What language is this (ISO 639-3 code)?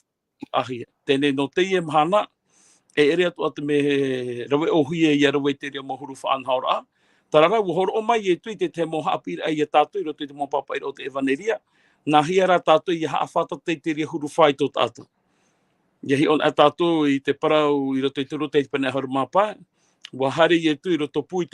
tah